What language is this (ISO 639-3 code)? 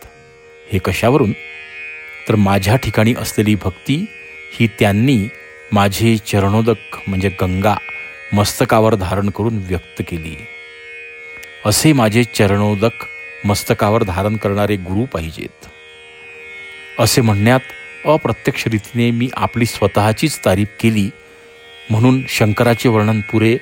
mar